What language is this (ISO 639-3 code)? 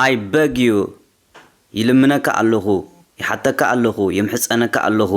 tir